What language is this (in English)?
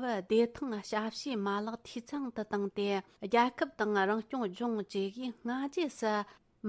Tibetan